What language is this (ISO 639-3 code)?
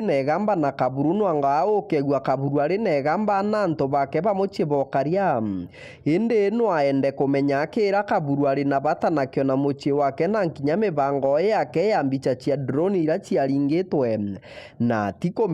mer